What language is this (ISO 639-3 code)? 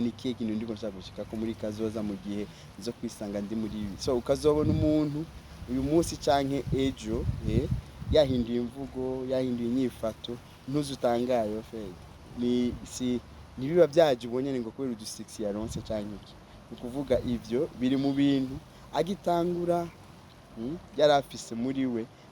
run